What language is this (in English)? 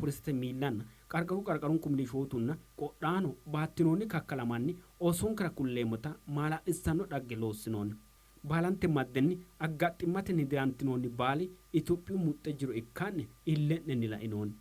Sidamo